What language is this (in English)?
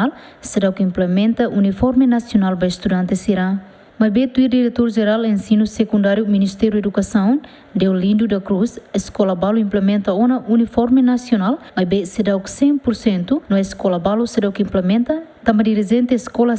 Tetum